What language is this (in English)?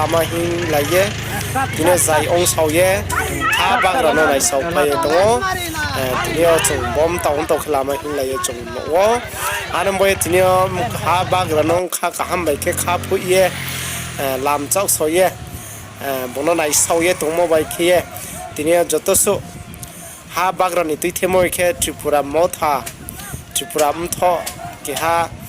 Riang (India)